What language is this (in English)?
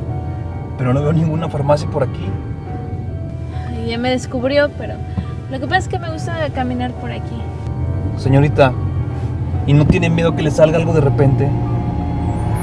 Spanish